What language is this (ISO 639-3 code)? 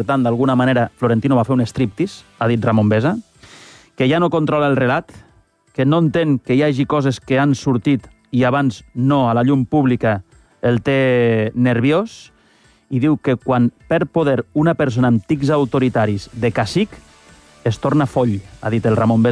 cat